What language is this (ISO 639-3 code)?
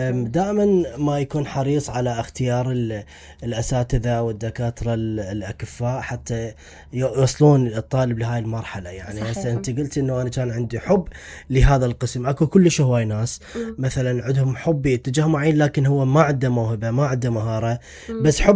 acm